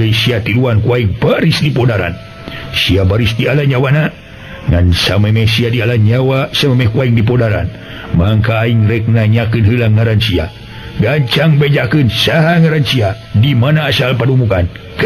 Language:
Sundanese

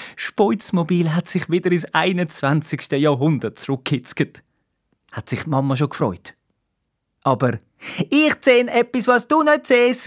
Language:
Swiss German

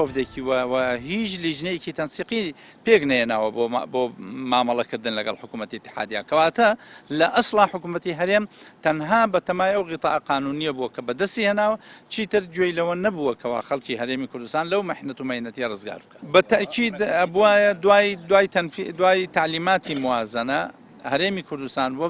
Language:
Central Kurdish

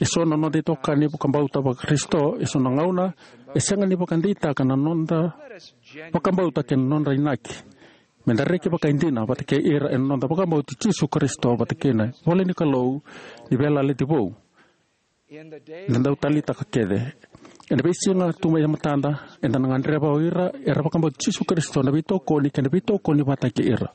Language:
Fijian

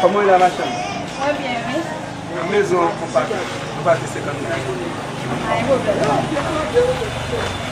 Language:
Haitian Creole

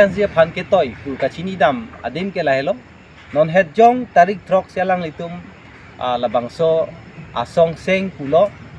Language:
Karbi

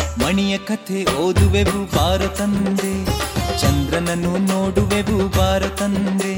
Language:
Kannada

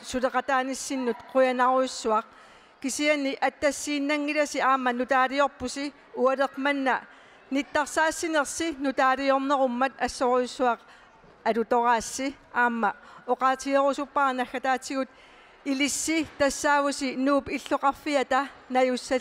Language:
Kalaallisut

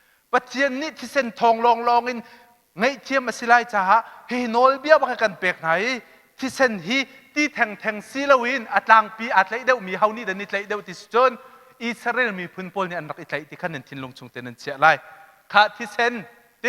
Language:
Hakha Chin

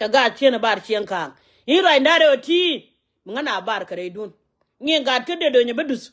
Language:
Nuer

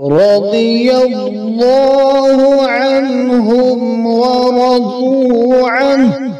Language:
Kashmiri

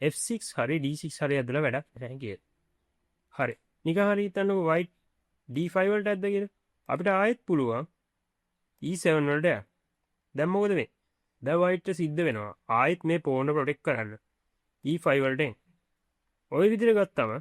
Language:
Sinhala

